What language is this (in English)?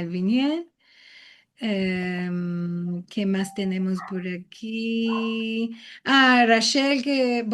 Ladino